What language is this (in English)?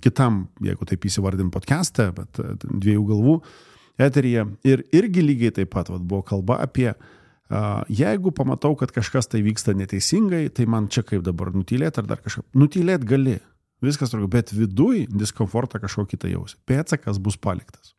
Lithuanian